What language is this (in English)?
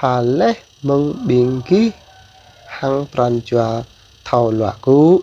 Jarai